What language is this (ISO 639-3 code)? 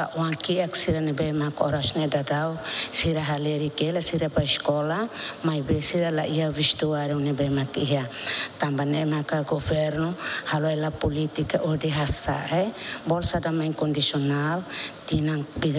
tet